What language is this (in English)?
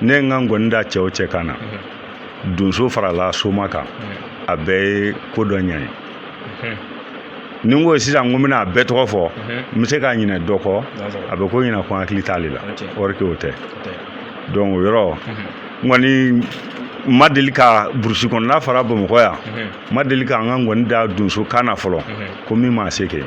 Bambara